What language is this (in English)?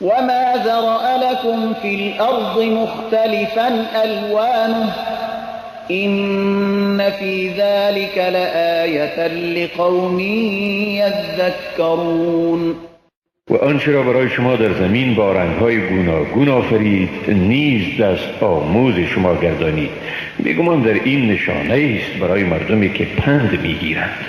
Persian